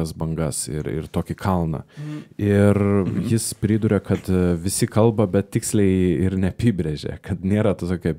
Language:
Lithuanian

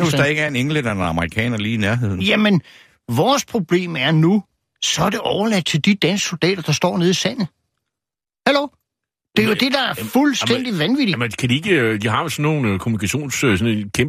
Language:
Danish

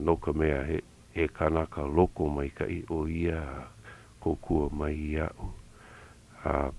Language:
Hawaiian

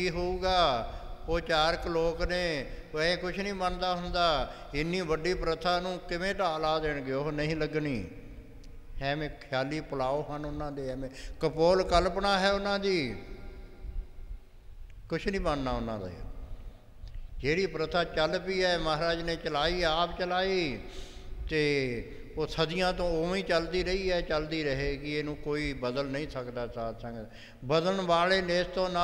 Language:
Punjabi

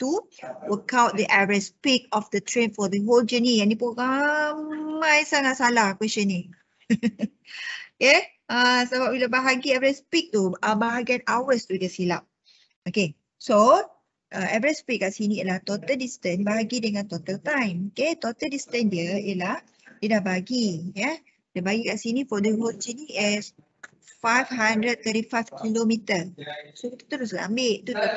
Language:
Malay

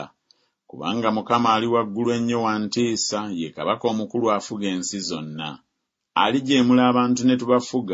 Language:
Ganda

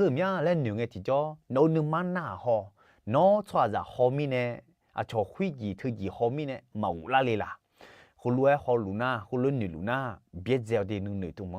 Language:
Akha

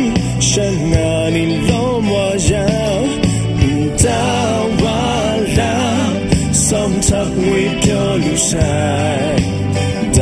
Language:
Kachin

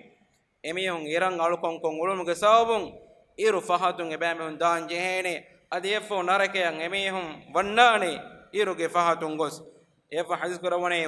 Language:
Divehi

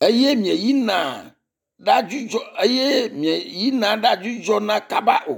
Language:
Ewe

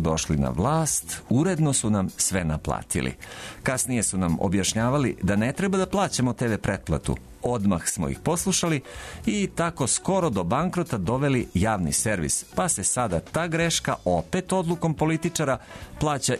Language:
Serbian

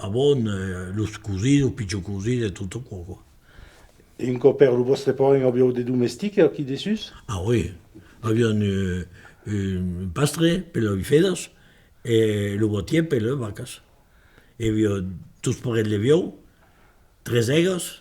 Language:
Occitan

